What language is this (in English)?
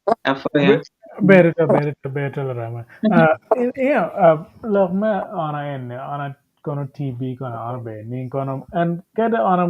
Acoli